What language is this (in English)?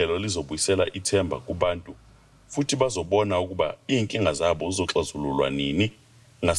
Zulu